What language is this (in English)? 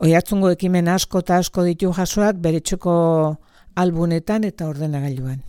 Basque